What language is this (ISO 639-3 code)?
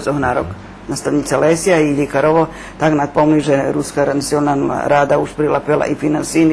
rue